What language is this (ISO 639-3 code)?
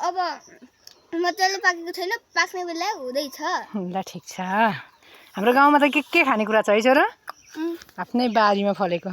nep